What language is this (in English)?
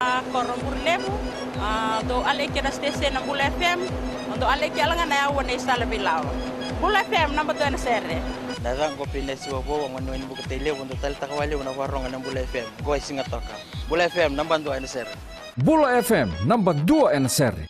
Fijian